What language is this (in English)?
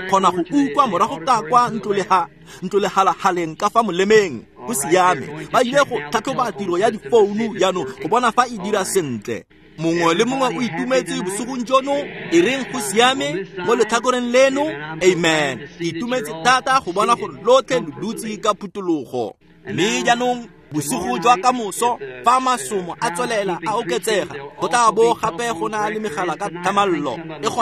Tswana